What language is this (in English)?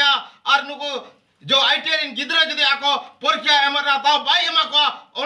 Santali